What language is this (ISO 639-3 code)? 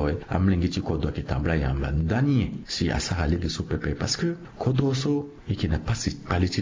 sag